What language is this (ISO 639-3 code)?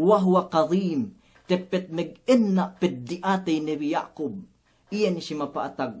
yka